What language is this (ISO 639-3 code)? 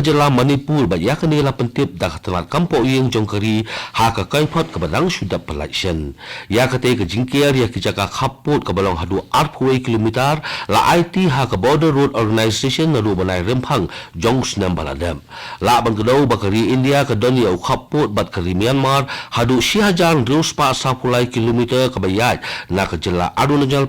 kha